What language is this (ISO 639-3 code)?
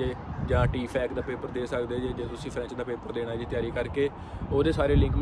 pan